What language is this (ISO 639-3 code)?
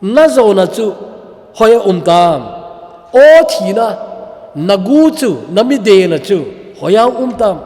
tcz